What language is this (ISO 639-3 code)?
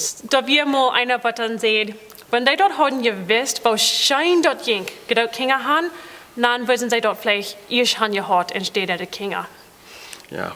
pdt